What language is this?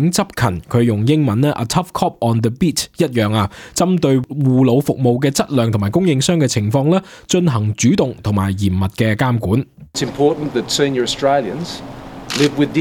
Cantonese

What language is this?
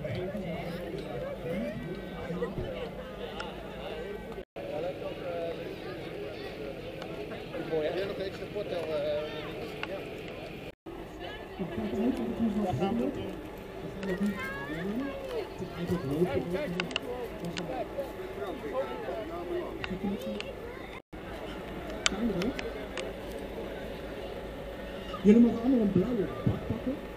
Dutch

